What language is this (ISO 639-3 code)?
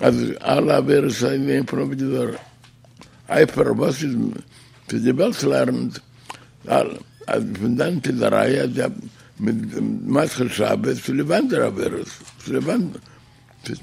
yid